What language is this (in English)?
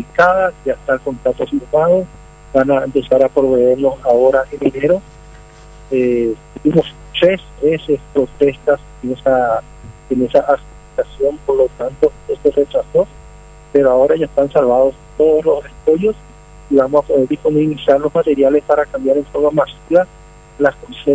Spanish